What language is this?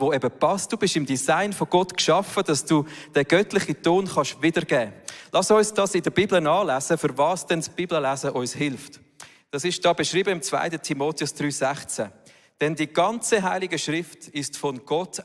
Swiss German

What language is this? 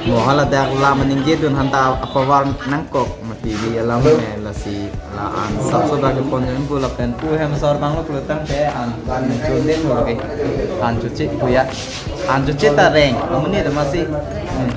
Karbi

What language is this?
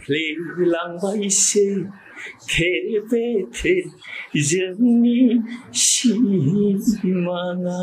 Bodo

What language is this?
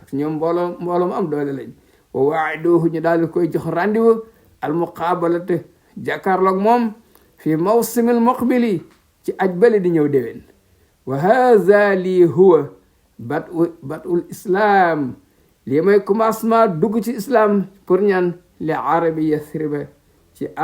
Wolof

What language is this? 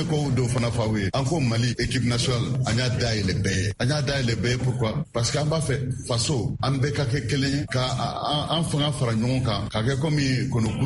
Bambara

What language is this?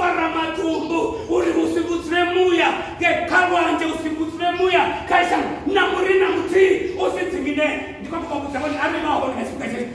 Venda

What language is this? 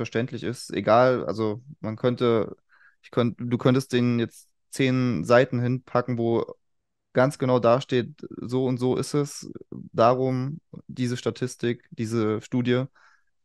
German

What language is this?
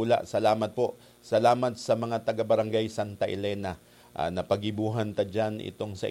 Bikol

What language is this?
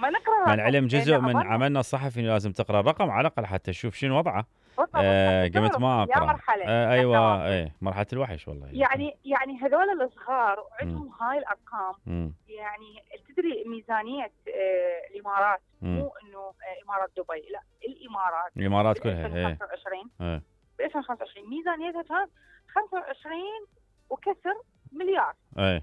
Mesopotamian Arabic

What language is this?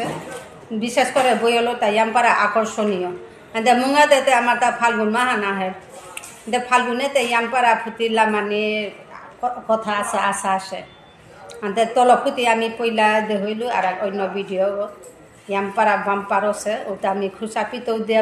Bishnupriya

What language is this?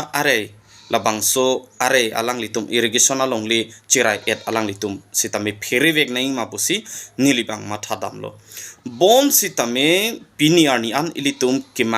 Karbi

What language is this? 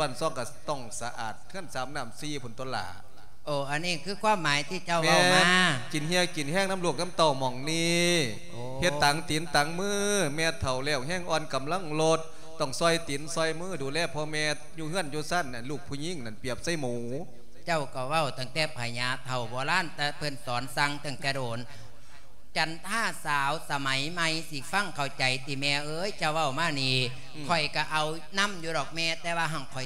Lao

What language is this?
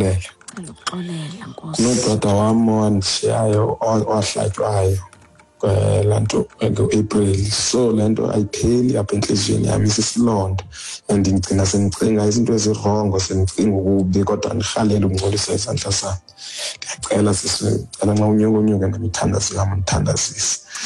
Xhosa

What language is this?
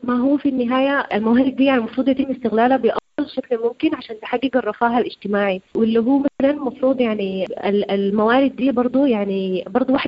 Sudanese Arabic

